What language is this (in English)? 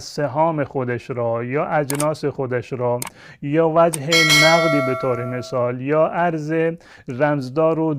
Persian